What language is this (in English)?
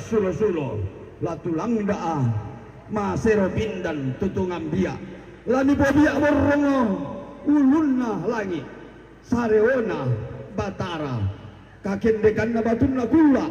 Toraja-Sa'dan